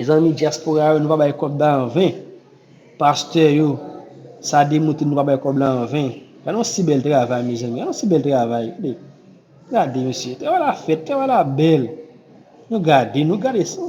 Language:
Haitian Creole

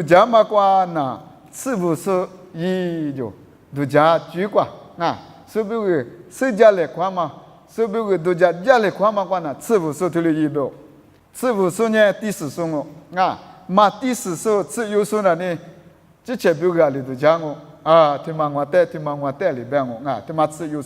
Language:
Lisu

